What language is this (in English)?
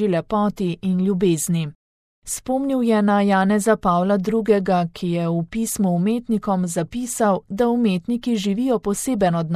Slovenian